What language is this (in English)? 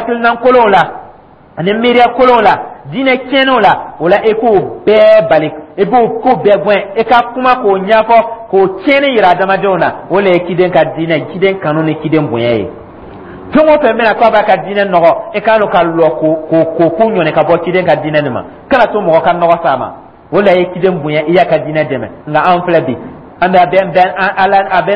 Dyula